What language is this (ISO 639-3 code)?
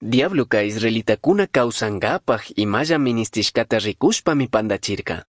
qug